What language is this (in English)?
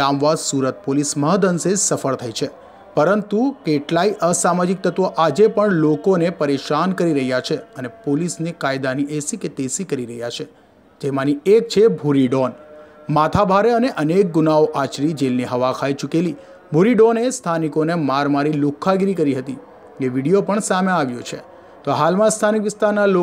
Gujarati